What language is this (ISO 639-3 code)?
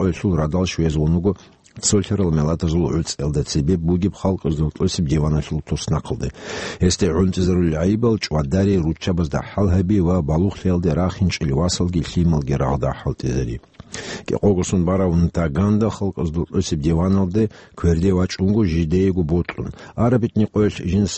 ava